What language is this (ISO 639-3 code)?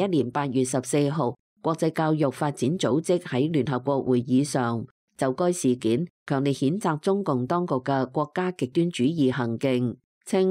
yue